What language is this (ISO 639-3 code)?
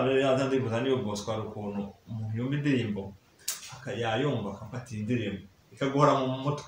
kin